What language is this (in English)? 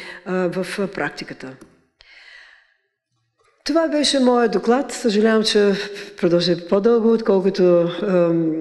Bulgarian